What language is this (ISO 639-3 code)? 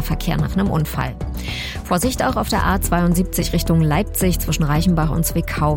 deu